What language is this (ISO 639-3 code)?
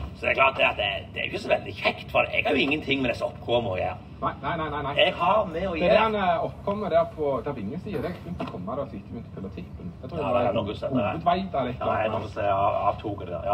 nor